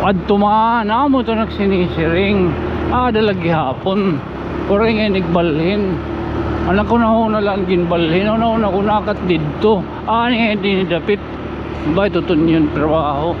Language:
Waray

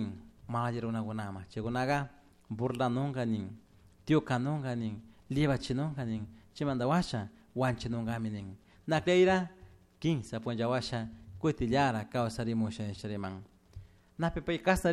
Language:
Chimborazo Highland Quichua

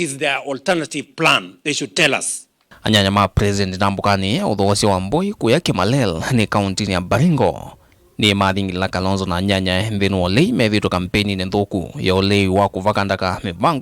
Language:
Kamba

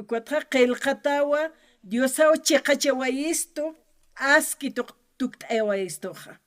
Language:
Aymara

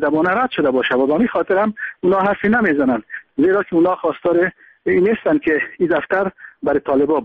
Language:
Persian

